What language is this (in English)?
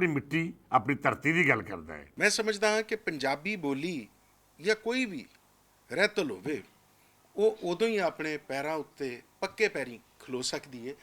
Western Panjabi